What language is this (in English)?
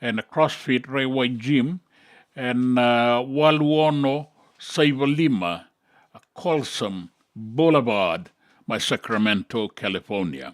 Fijian